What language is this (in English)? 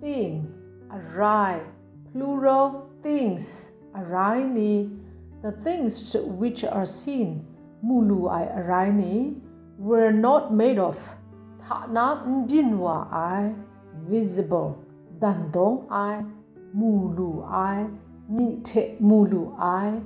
Kachin